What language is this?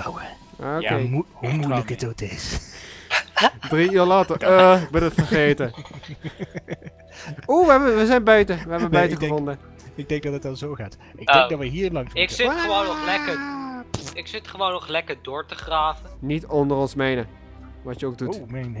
Dutch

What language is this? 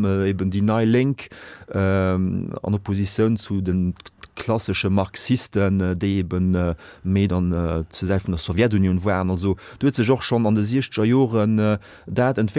Luxembourgish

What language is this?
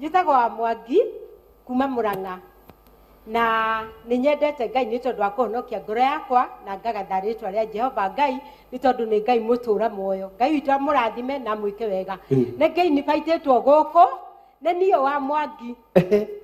Kikuyu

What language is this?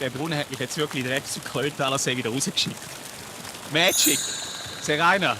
Swiss German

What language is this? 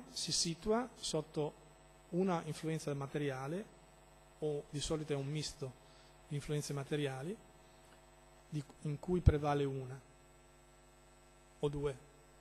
Italian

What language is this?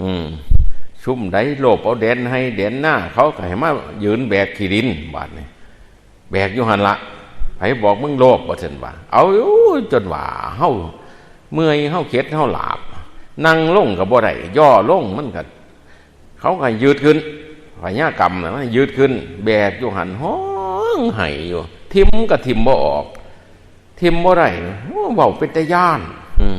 Northeastern Thai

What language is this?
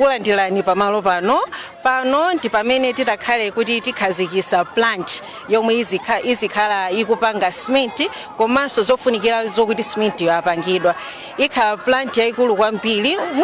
Nyanja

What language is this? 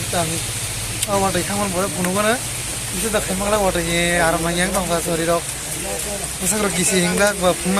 Kok Borok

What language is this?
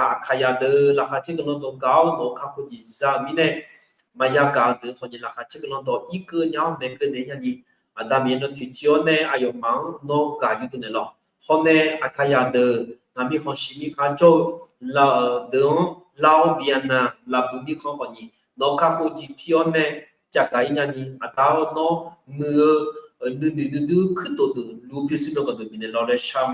Akha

